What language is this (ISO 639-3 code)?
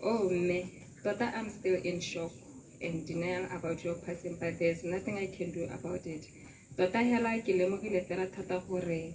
tsn